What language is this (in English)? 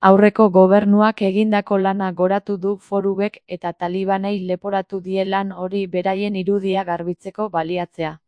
Basque